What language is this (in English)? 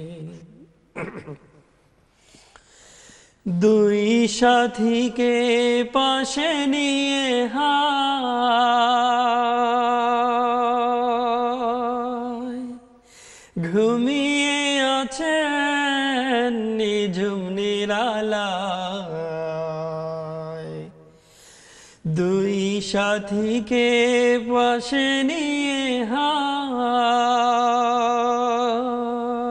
Bangla